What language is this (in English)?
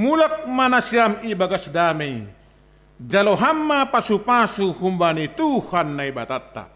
Batak Simalungun